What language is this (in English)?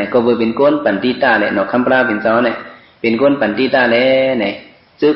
Shan